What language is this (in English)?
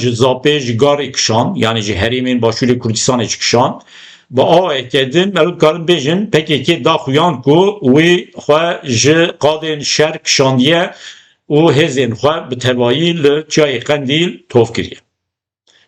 Kurdish